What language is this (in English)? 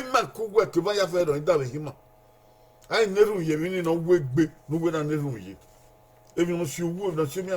Bini